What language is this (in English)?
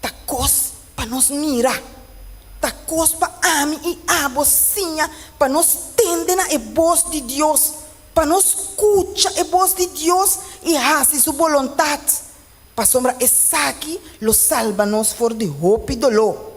Papiamento